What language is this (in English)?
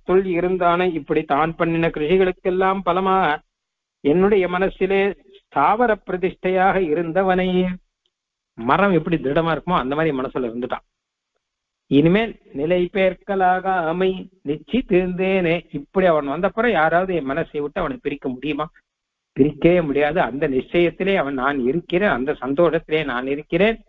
Tamil